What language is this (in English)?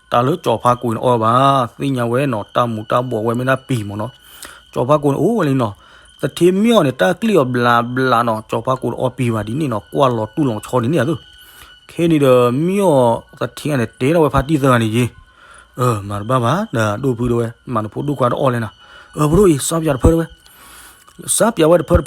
S'gaw Karen